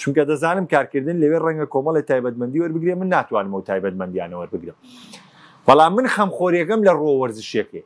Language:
Central Kurdish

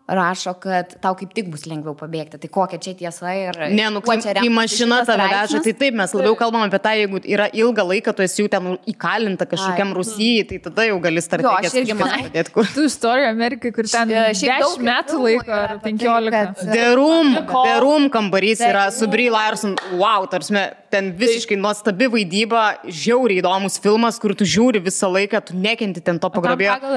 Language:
Lithuanian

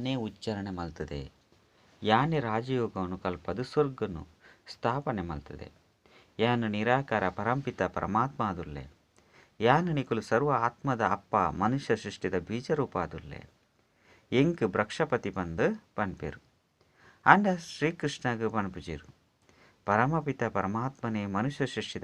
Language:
Tulu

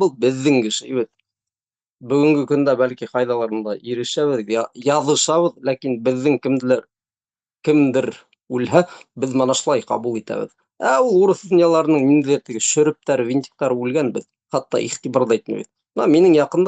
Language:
Bashkir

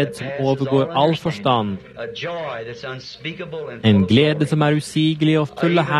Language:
Norwegian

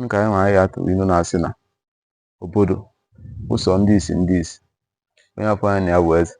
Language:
Igbo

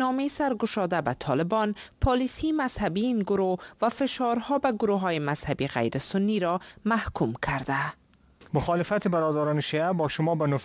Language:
Persian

